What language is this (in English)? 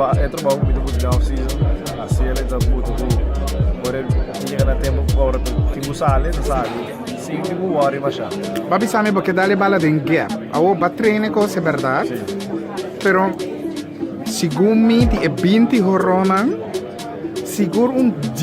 Papiamento